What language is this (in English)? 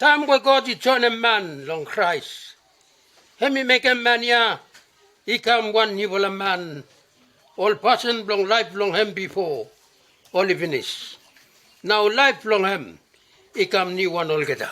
Bislama